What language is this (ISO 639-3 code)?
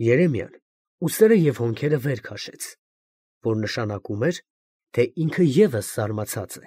hye